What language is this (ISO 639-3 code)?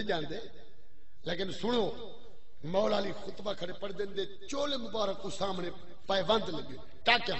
skr